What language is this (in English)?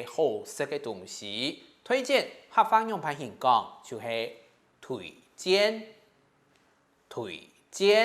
Hakka Chinese